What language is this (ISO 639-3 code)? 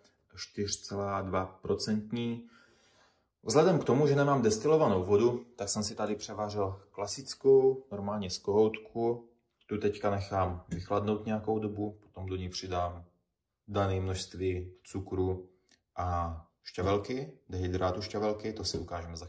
ces